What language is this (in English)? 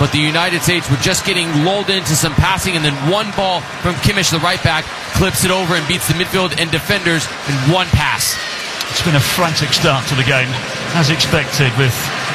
English